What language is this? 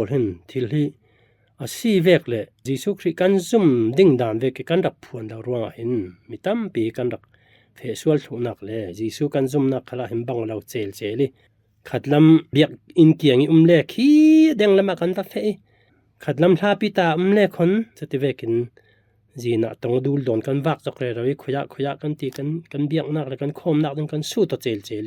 Falam Chin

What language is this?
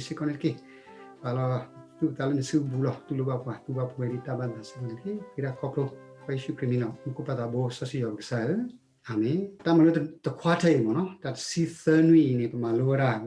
S'gaw Karen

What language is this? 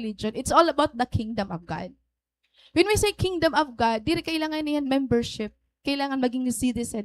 Waray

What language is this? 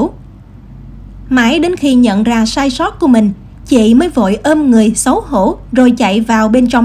Vietnamese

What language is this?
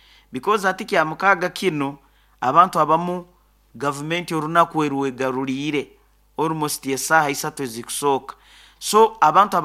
Nyoro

